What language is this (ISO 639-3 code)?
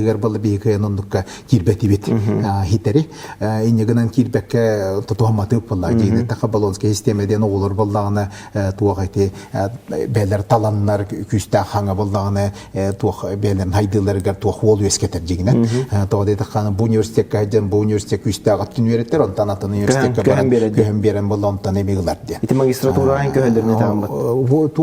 sah